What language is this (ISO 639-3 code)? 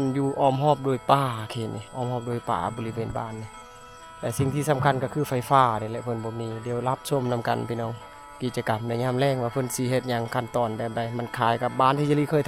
lao